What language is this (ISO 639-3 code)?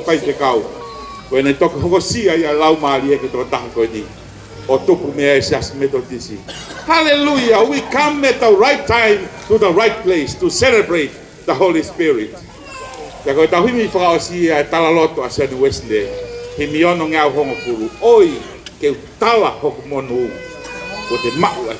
ton